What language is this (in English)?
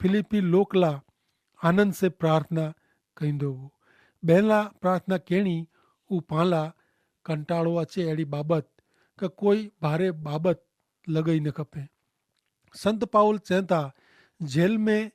Kachhi